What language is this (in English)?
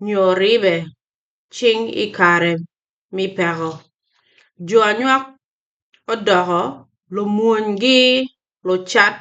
Acoli